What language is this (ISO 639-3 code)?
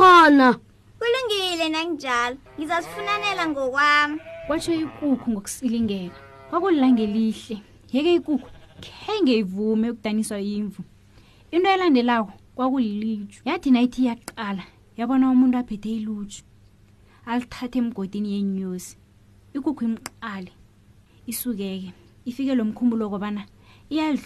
nbl